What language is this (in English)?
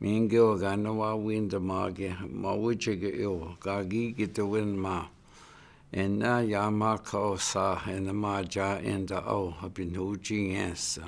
Chippewa